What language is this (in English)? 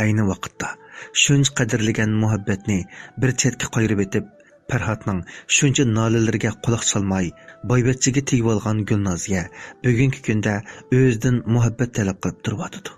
Uyghur